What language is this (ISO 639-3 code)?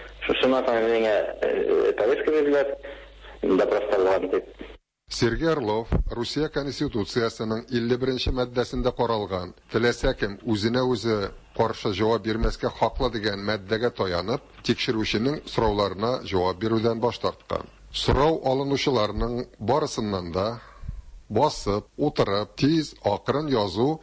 tat